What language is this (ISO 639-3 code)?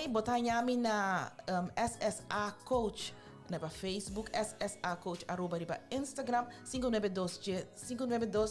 pap